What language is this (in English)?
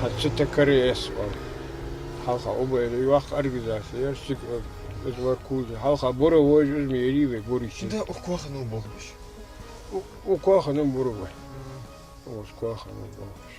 Ingush